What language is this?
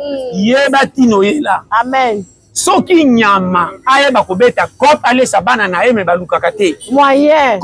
Lingala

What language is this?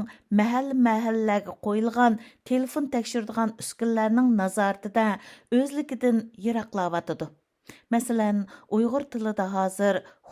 Uyghur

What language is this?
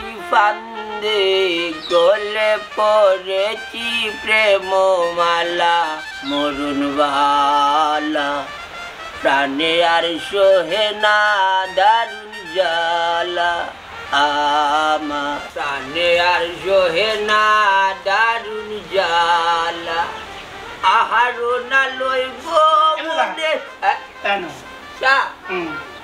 Sylheti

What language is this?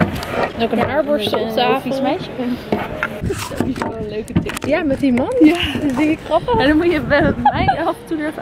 Dutch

